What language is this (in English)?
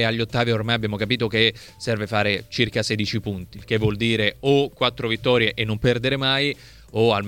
Italian